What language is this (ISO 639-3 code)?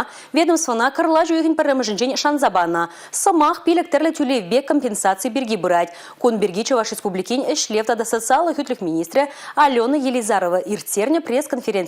chv